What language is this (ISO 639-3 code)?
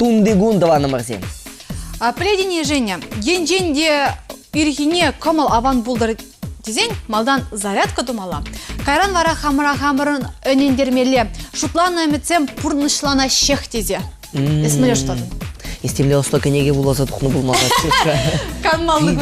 chv